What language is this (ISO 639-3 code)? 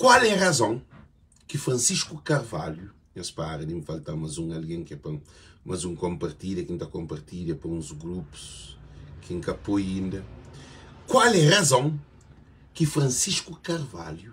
kea